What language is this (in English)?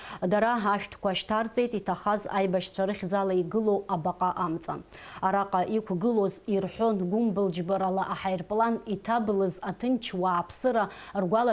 Abkhazian